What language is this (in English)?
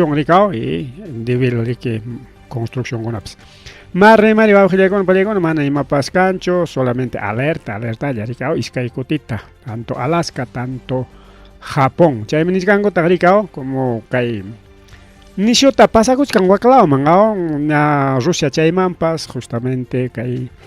Ayacucho Quechua